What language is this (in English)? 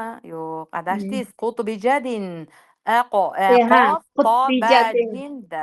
Uzbek